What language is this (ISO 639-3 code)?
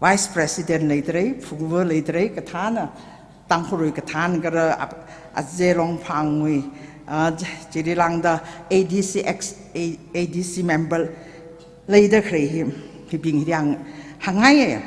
nmf